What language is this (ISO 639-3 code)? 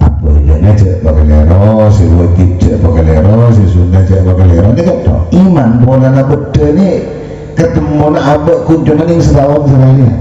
mad